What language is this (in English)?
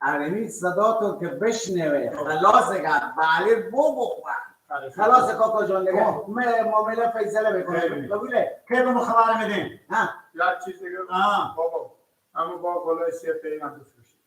Persian